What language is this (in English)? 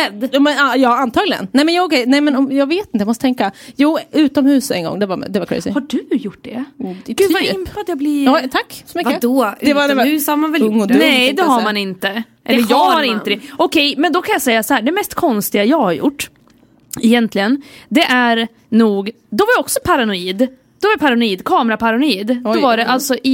Swedish